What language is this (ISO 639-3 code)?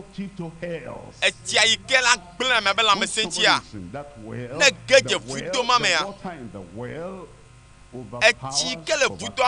ewe